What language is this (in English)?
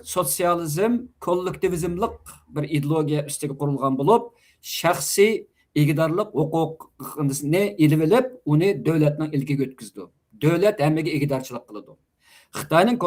Uyghur